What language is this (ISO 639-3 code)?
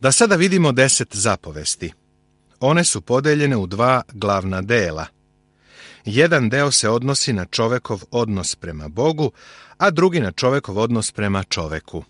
srp